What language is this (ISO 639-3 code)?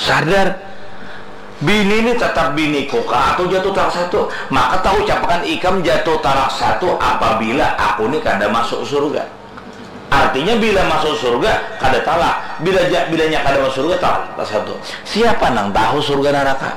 bjn